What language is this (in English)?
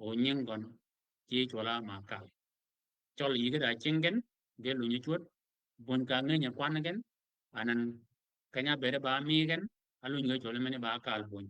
Shilluk